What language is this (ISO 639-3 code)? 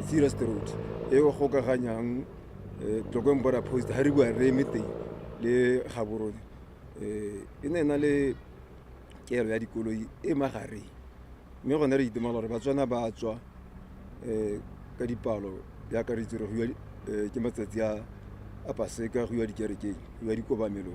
tsn